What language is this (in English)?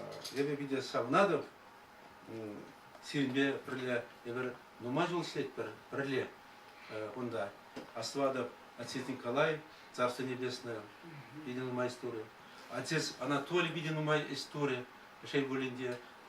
Chuvash